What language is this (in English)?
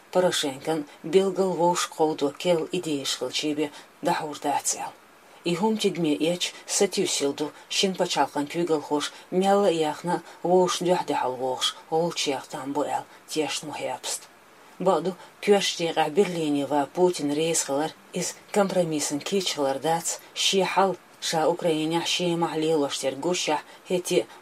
Chechen